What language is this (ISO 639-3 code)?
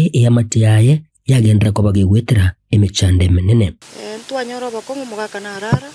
guz